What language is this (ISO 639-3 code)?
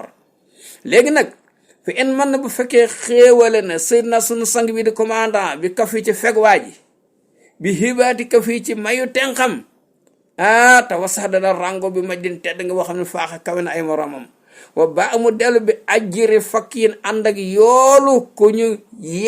wol